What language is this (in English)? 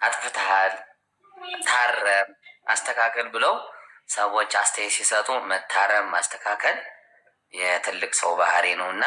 Amharic